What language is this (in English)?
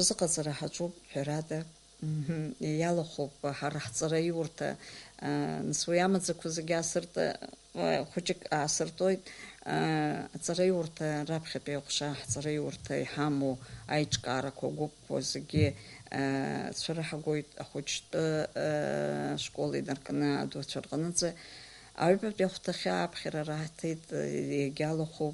Abkhazian